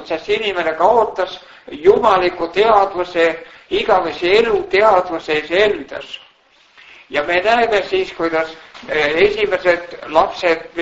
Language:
Estonian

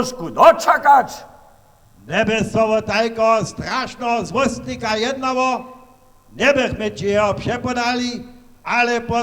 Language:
Upper Sorbian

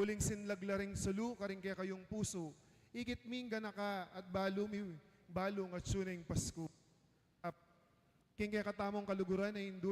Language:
Pampanga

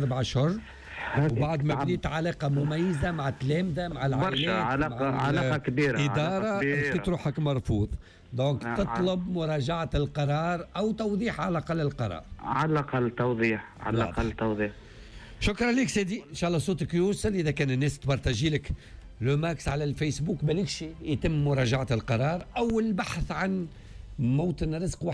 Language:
Tunisian Arabic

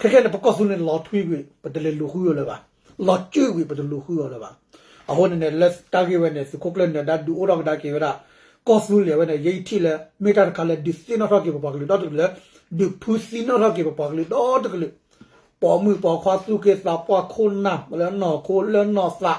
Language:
S'gaw Karen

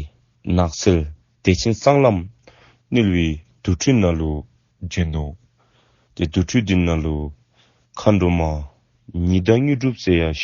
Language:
Dzongkha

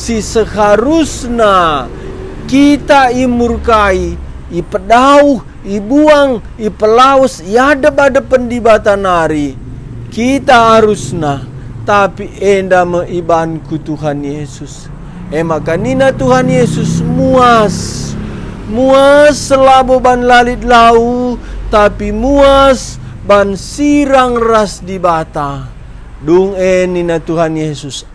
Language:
Batak Karo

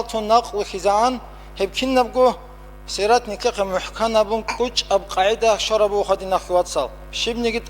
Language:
Avaric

